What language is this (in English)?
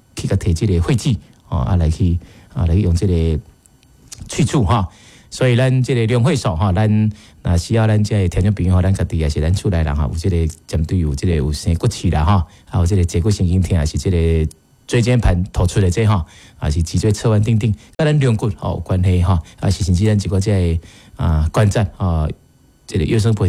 Min Nan Chinese